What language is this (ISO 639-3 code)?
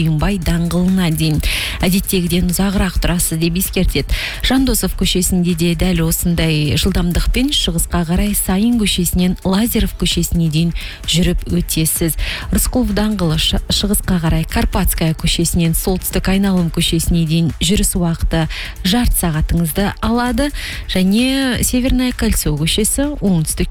kaz